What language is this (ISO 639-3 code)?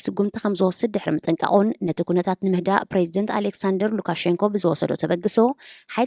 tir